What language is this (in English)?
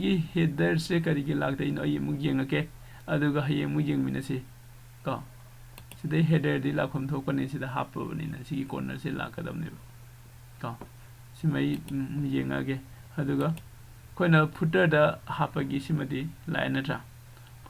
Manipuri